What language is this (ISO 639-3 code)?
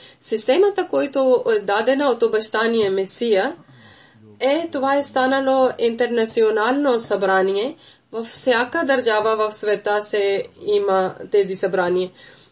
bul